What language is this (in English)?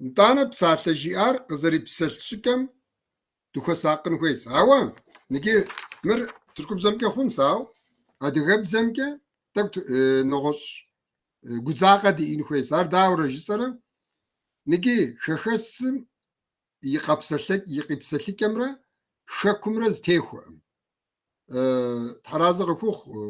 Kabardian